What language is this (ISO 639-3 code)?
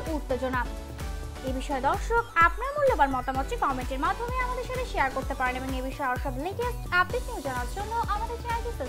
ben